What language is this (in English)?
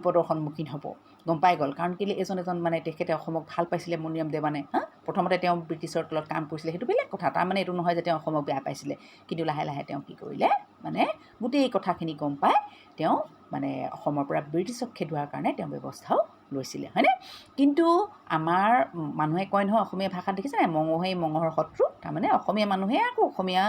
Assamese